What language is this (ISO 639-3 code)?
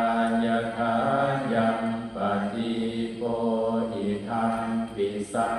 pli